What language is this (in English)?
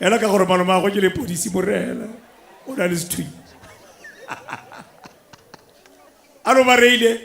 Tswana